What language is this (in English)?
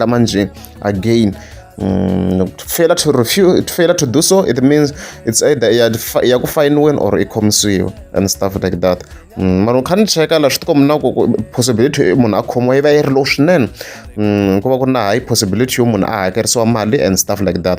Tsonga